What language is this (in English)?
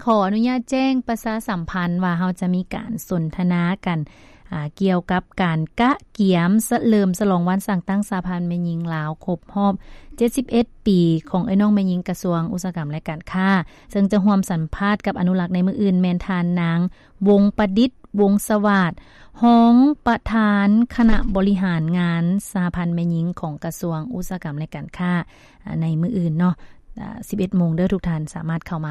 Lao